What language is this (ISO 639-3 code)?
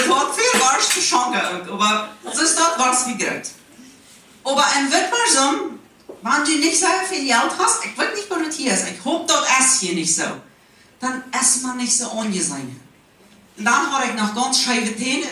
pdt